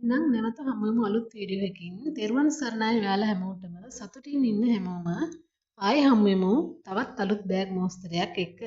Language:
Sinhala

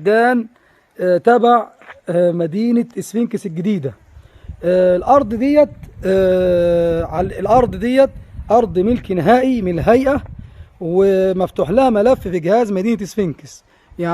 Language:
Egyptian Arabic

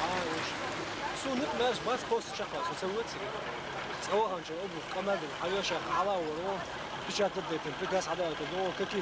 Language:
Chechen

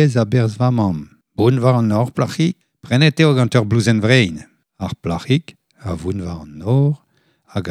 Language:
Breton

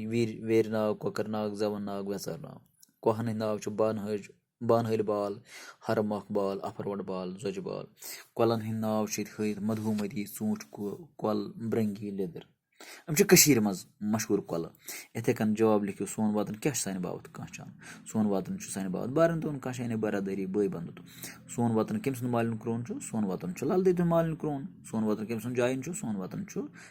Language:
Kashmiri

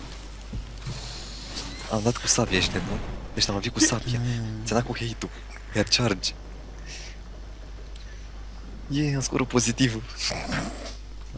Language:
Romanian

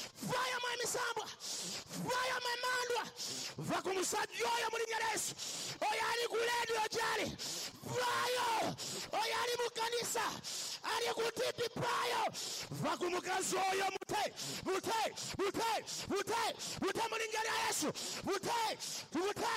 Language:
Ganda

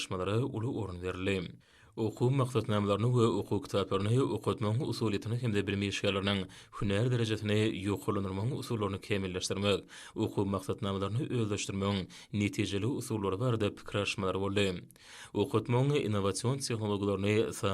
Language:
Turkmen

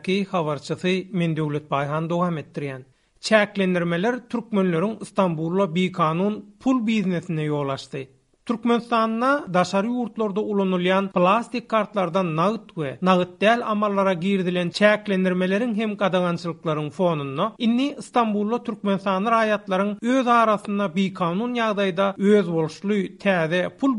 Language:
Turkmen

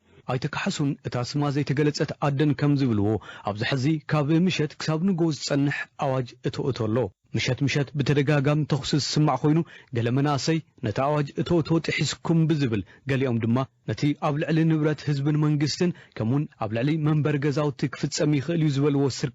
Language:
Tigrinya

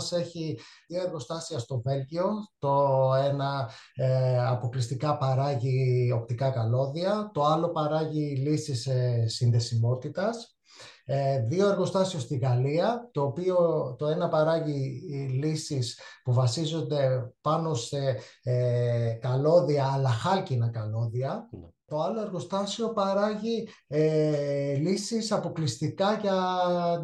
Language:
Greek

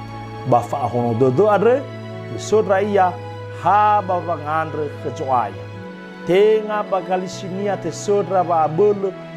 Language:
Nias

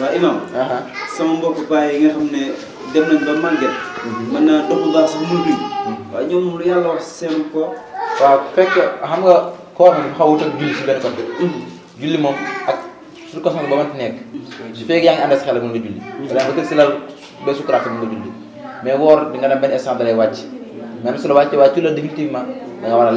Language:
Wolof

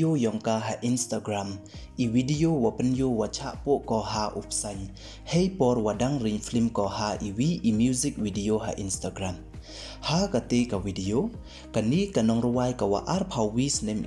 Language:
Pnar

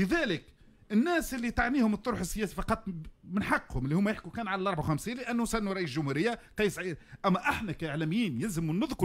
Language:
Tunisian Arabic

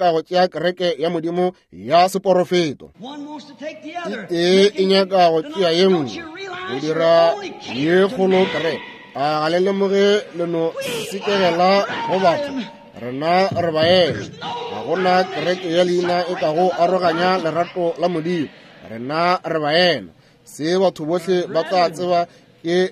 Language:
Northern Sotho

